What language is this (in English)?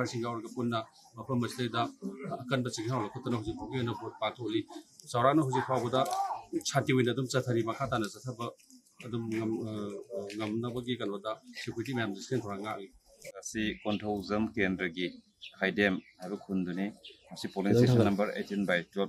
Manipuri